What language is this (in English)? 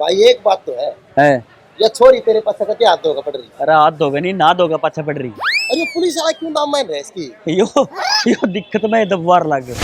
Haryanvi